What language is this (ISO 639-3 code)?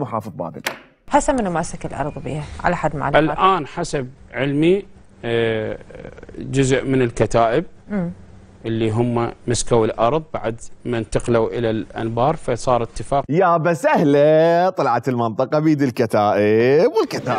acm